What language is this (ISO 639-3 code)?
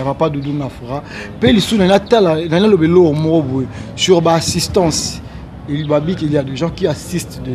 lin